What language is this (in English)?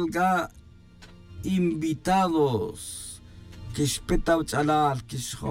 Tz'utujil